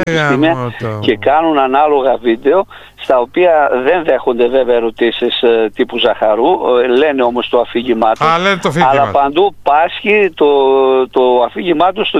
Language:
Greek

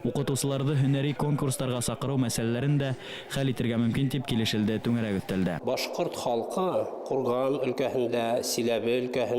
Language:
Bashkir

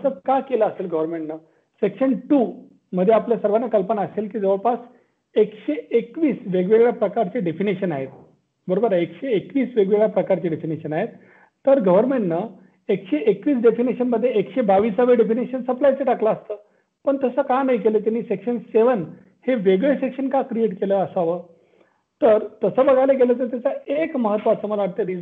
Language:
Marathi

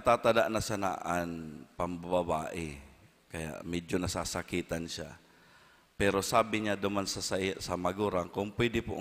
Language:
Bikol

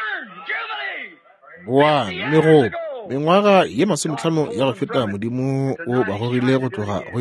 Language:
Northern Sotho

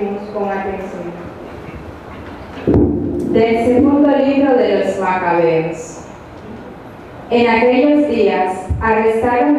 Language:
Spanish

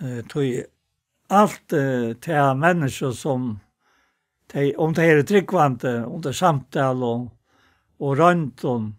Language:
Faroese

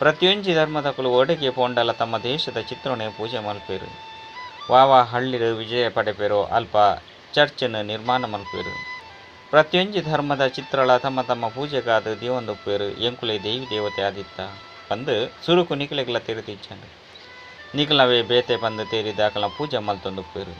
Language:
Tulu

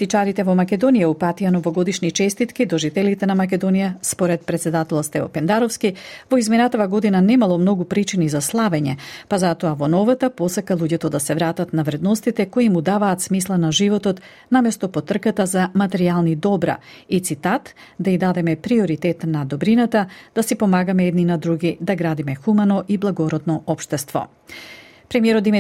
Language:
Macedonian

